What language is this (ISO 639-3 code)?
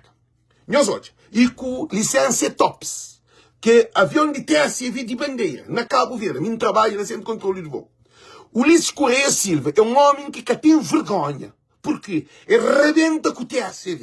kea